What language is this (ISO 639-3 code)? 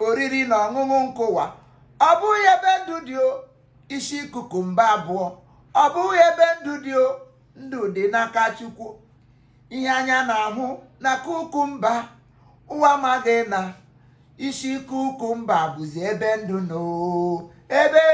ibo